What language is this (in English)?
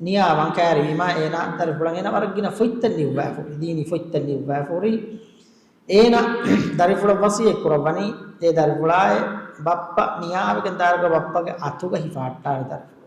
Divehi